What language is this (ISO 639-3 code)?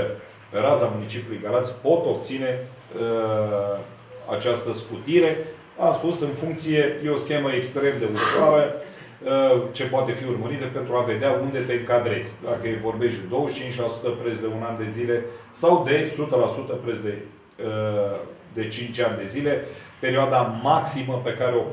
ron